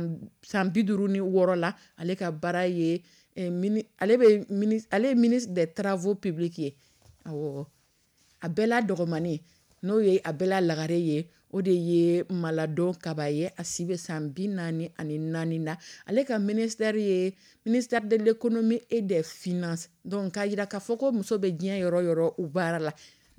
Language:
Dyula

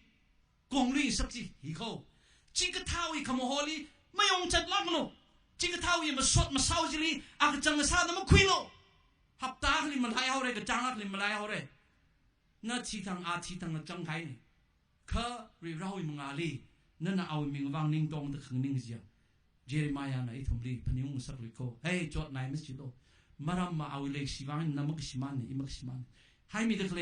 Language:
Tangkhul Naga (India)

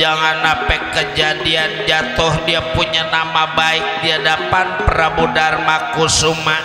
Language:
Betawi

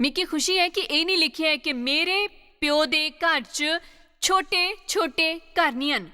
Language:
Dogri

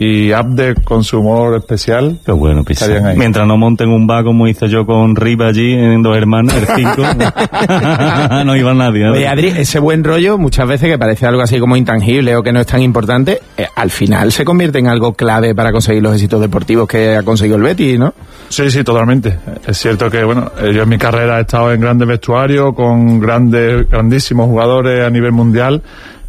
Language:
Spanish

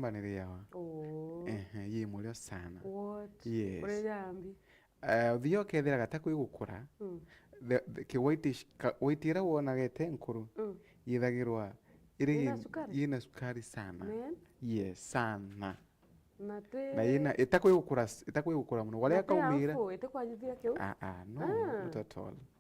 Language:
Meru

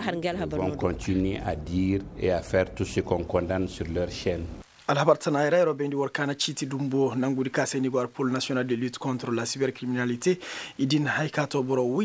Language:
Koyraboro Senni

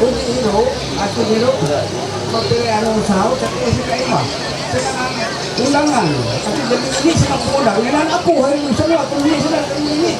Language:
Ma'anyan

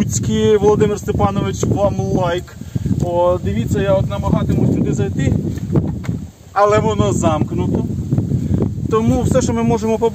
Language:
Ukrainian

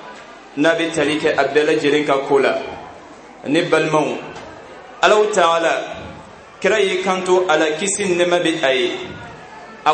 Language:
Bambara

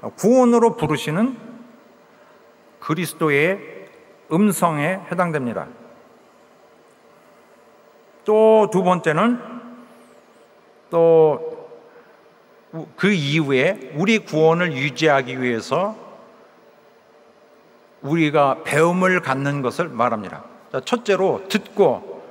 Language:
Korean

